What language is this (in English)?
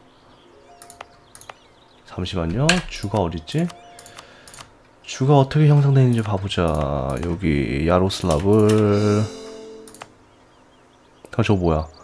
Korean